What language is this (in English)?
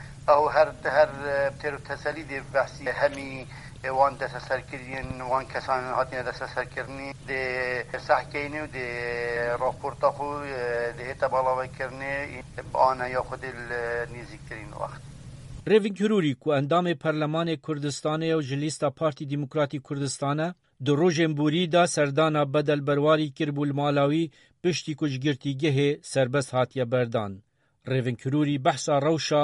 Kurdish